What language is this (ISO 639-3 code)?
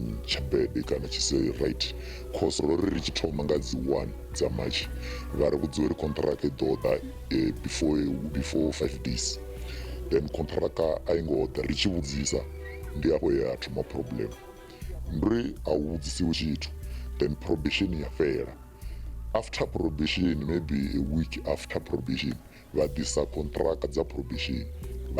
ven